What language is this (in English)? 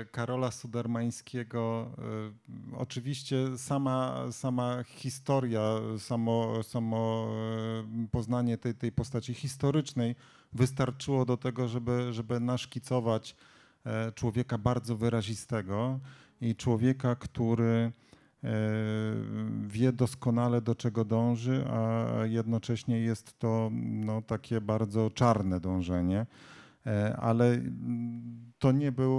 Polish